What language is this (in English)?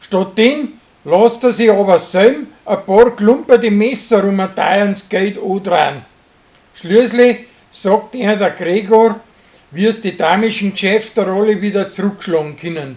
Bavarian